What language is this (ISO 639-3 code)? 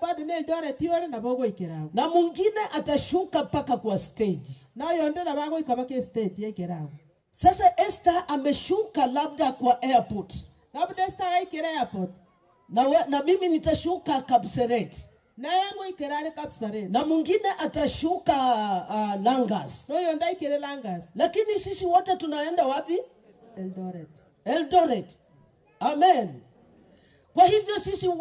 guz